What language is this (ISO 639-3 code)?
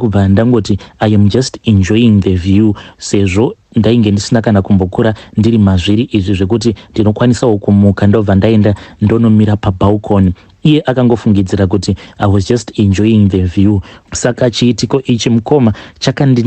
sna